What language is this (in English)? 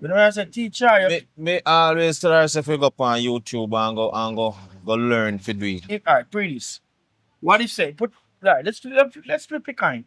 Jamaican Creole English